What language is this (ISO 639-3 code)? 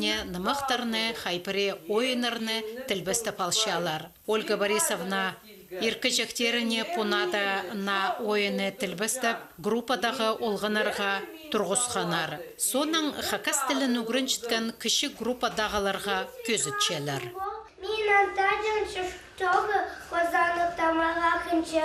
kjh